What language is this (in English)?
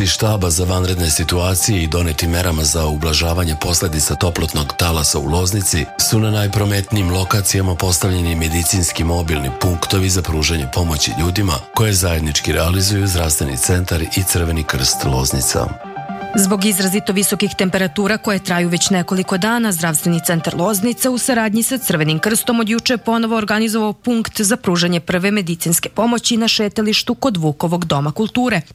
Serbian